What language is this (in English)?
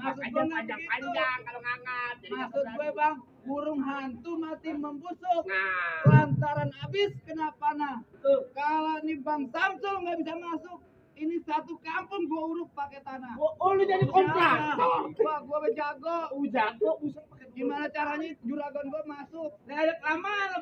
Betawi